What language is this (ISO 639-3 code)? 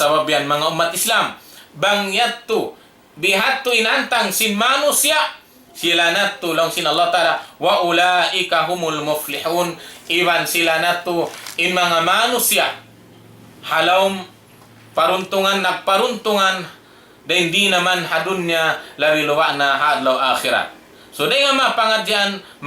tsg